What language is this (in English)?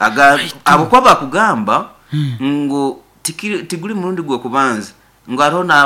Nyankole